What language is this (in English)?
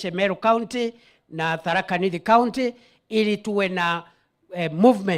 Swahili